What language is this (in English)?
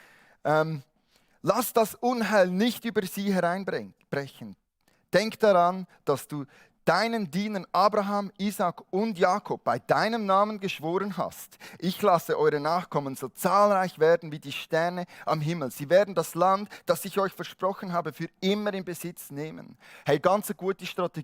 Swiss German